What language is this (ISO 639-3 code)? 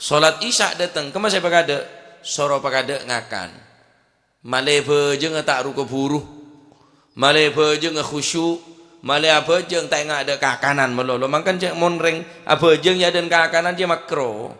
mad